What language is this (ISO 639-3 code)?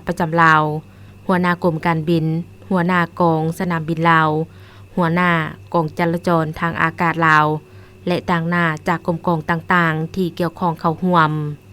lao